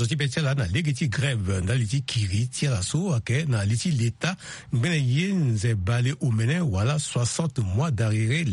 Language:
Sango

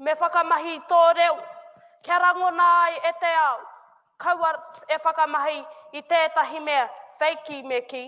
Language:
Māori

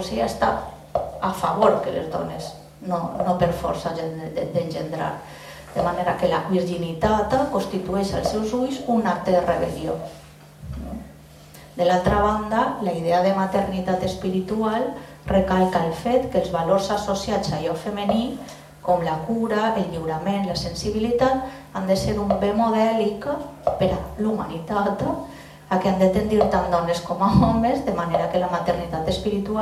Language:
Catalan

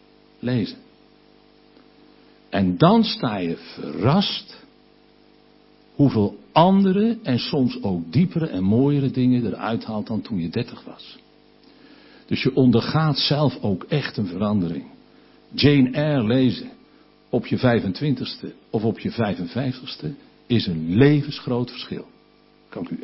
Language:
Dutch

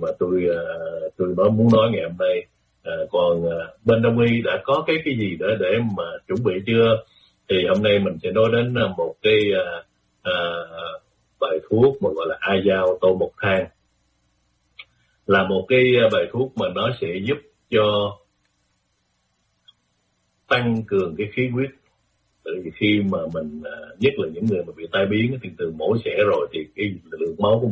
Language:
Vietnamese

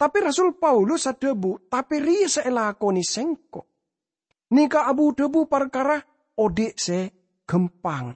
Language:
Madurese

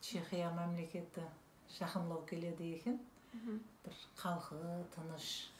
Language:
Kara-Kalpak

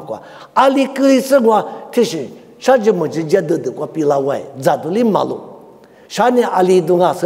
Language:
Lisu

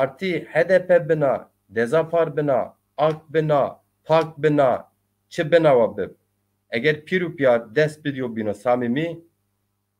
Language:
Zaza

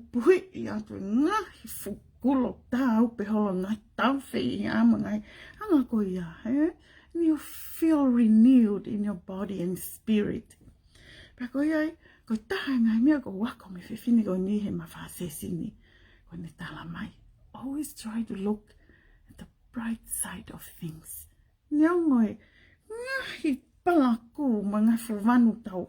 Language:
Tongan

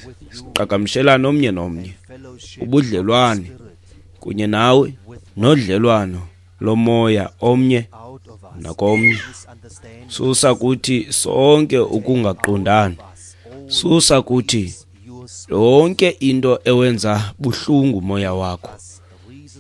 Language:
Xhosa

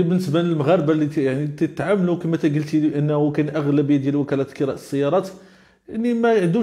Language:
Moroccan Arabic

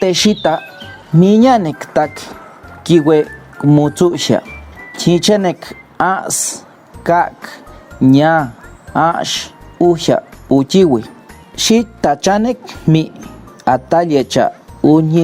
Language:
Páez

